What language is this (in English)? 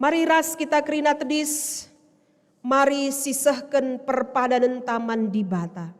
Batak Karo